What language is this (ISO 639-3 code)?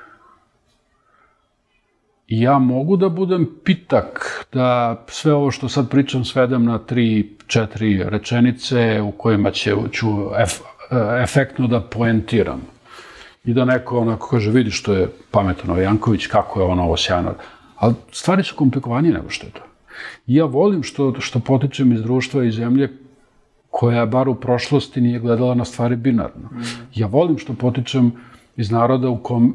srp